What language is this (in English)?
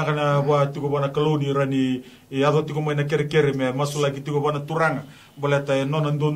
Fijian